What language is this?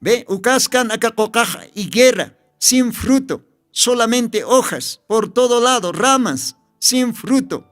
Aymara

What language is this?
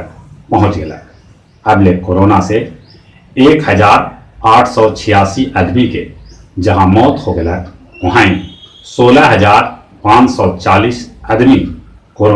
Magahi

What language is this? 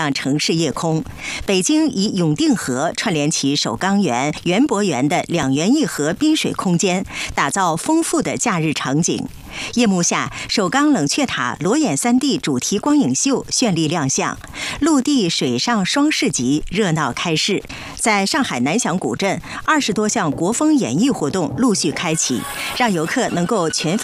Chinese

